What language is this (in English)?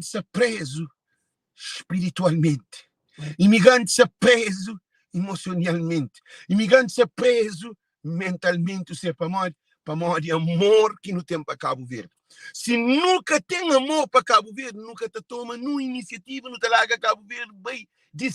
Kabuverdianu